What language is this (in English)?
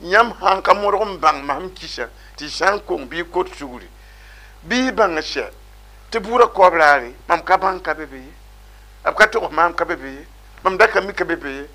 Mossi